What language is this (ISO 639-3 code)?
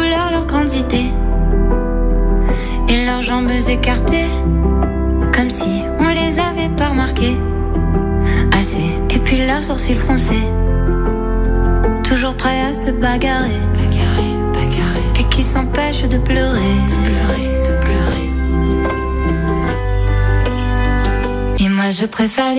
fra